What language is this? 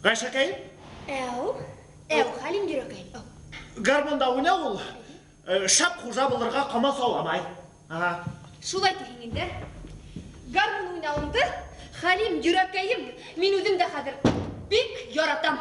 Bashkir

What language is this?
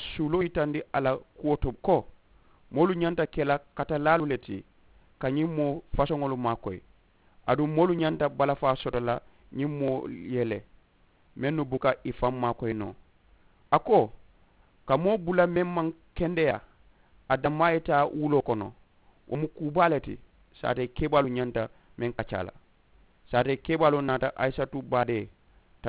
Mandingo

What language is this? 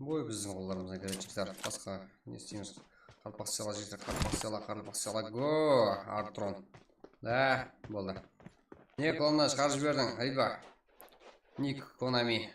Kara-Kalpak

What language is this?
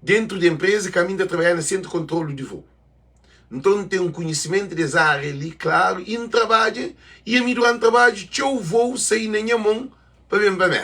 Kabuverdianu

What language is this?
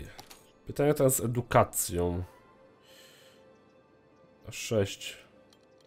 Polish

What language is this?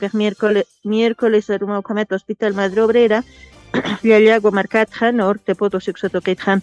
Aymara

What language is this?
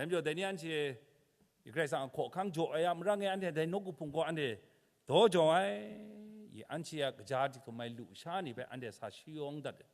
Kachin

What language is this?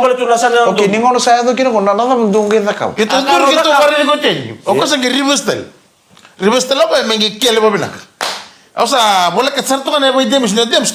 Fijian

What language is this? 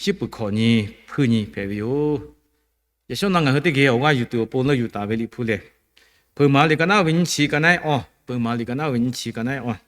Lahu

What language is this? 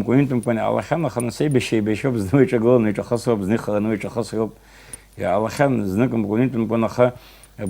Abkhazian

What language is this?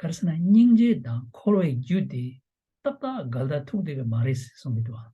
Tibetan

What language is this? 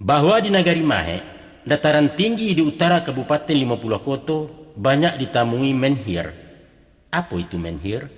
Minangkabau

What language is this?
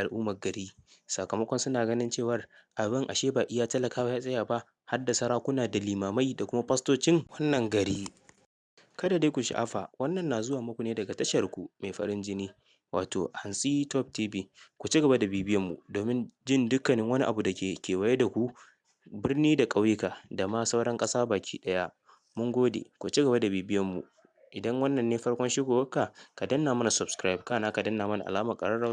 Hausa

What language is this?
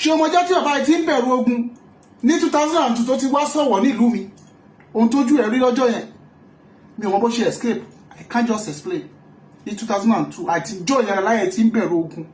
Yoruba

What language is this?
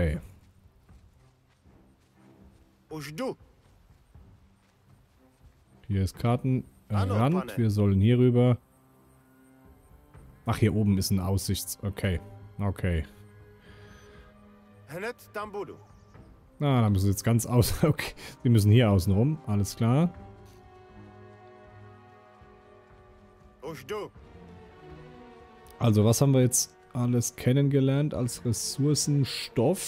German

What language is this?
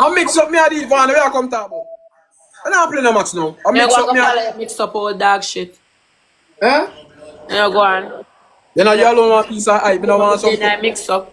Jamaican Creole English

